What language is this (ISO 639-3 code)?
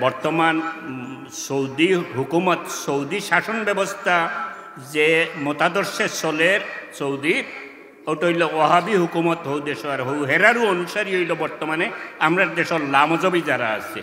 syl